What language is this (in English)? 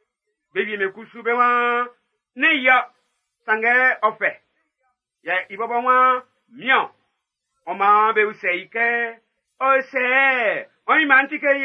Baoulé